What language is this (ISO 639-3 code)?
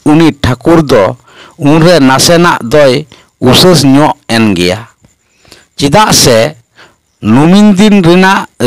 sat